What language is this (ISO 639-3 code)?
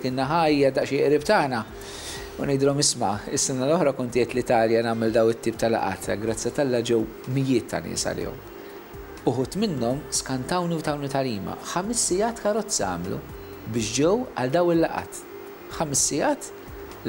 mlt